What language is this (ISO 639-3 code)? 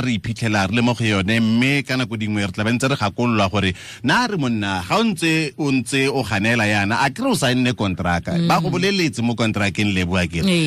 tsn